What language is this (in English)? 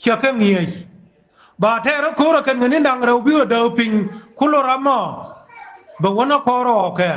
Nuer